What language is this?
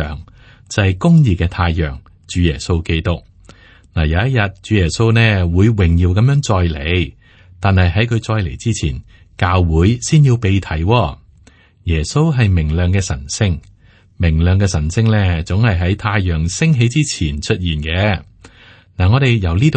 Cantonese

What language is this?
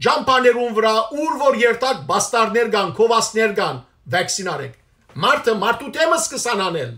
Western Armenian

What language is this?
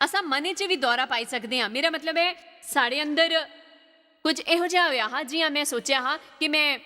Dogri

